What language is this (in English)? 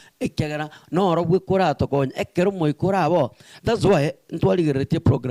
Gusii